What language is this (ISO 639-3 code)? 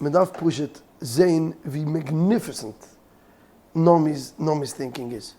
yid